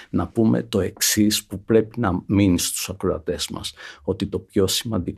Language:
Greek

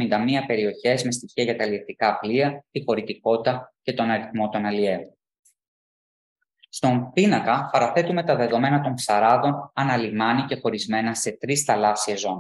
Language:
Greek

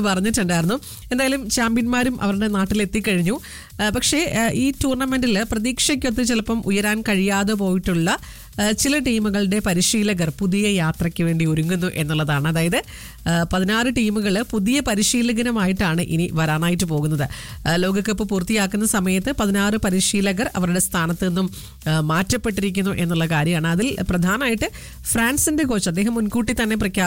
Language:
Malayalam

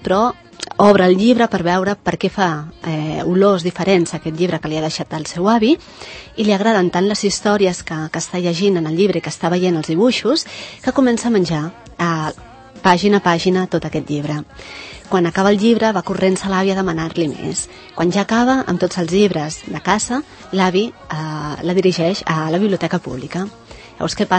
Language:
Catalan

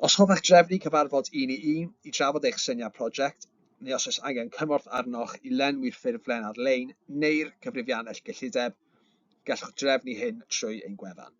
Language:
Welsh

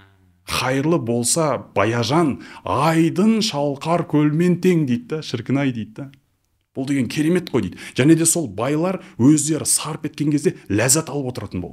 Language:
Kazakh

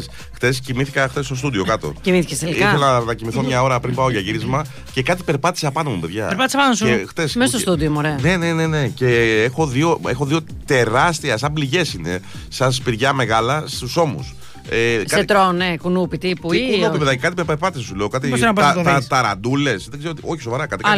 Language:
Greek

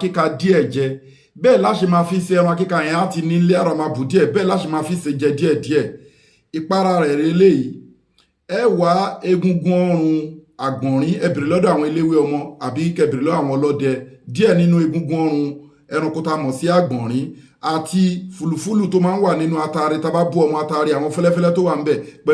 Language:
Yoruba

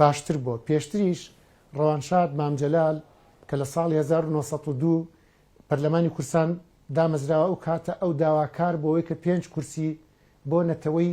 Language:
Central Kurdish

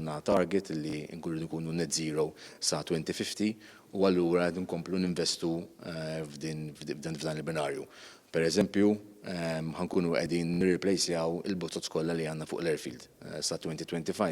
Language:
Maltese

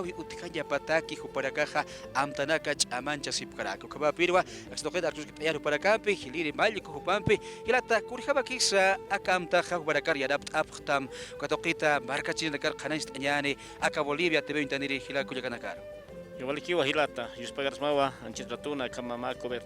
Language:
Aymara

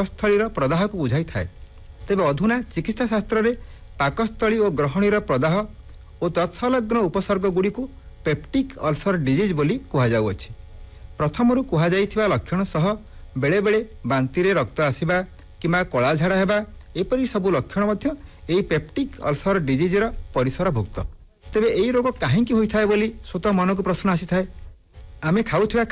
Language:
Odia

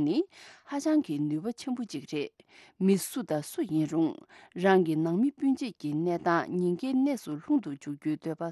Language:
Tibetan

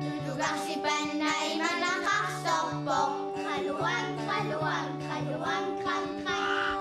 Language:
Kalaallisut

